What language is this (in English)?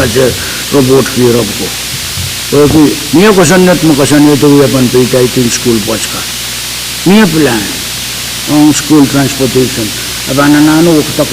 Pohnpeian